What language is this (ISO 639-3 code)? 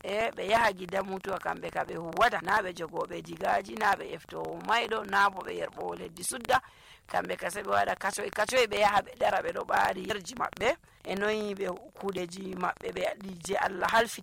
fuv